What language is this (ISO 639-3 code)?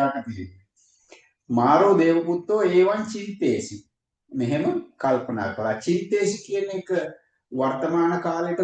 sin